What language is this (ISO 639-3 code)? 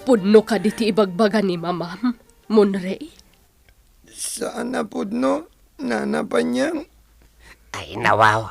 ilo